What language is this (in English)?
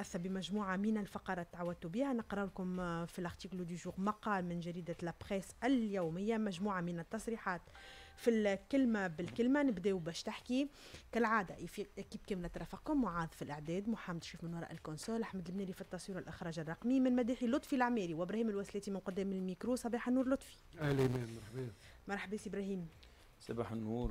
Tunisian Arabic